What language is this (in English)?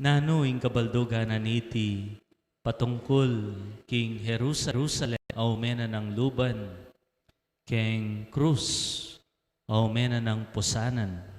Pampanga